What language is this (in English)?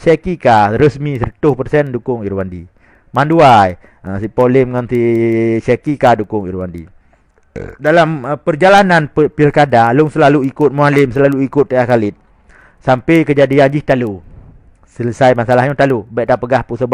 Achinese